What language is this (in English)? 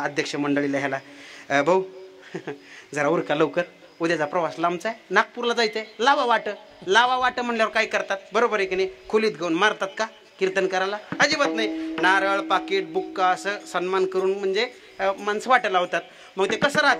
Marathi